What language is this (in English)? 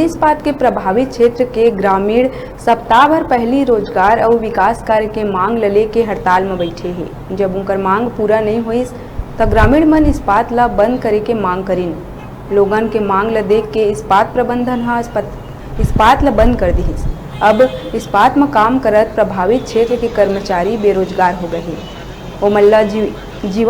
Chhattisgarhi